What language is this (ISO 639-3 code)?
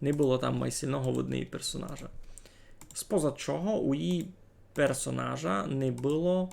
rue